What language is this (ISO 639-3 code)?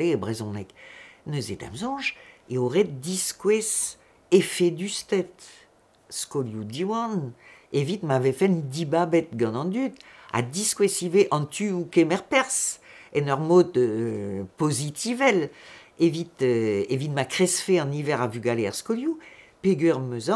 bre